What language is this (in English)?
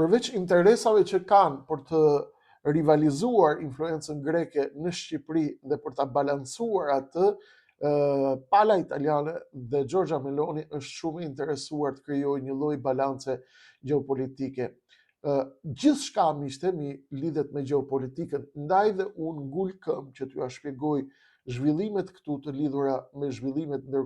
Albanian